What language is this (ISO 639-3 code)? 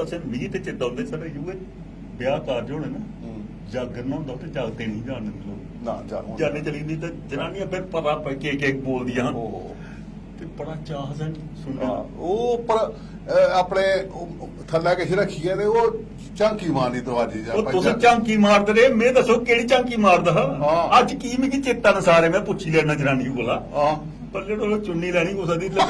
doi